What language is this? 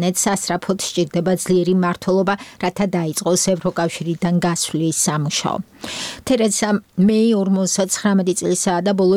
Georgian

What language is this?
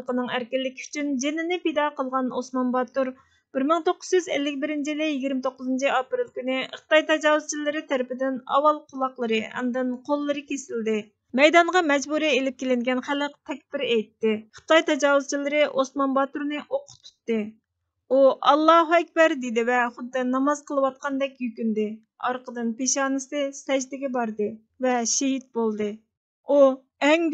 Uyghur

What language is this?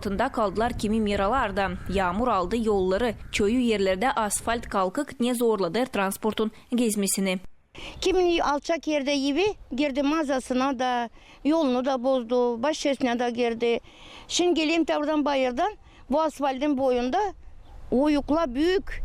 Gagauz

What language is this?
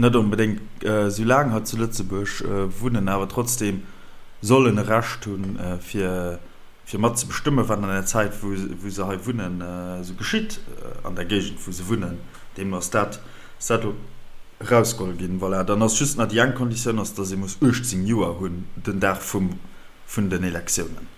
Luxembourgish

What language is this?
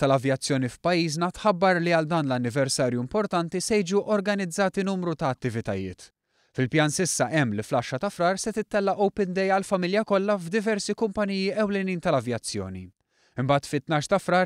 Maltese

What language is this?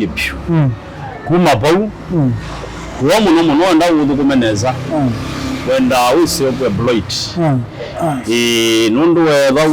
Kamba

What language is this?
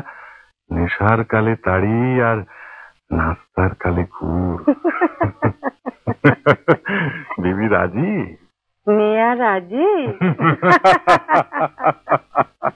Bangla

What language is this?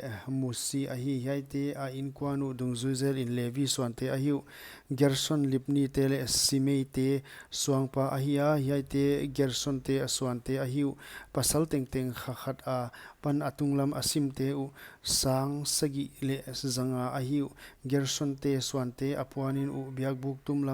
Paite Chin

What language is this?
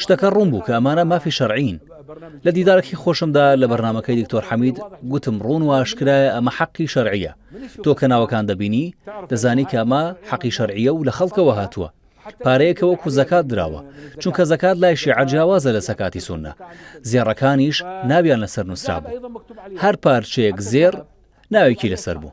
Central Kurdish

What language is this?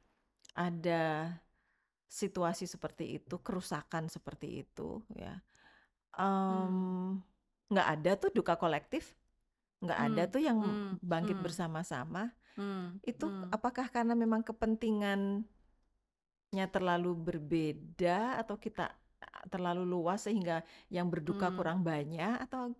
Indonesian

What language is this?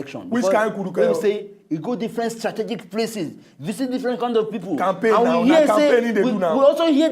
Nigerian Pidgin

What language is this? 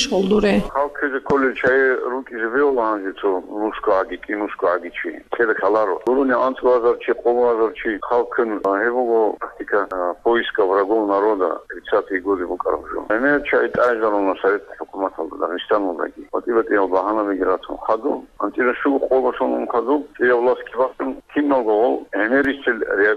Avaric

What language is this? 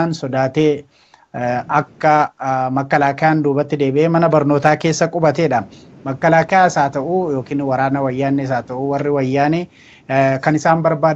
Oromo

